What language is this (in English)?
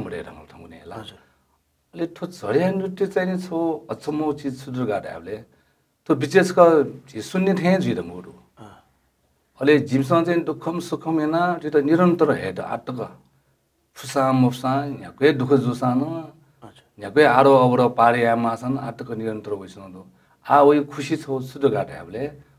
Newari